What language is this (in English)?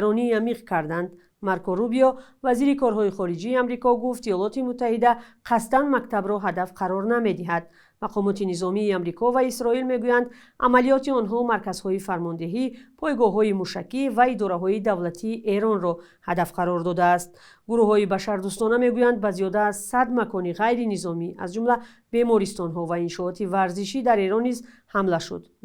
Tajik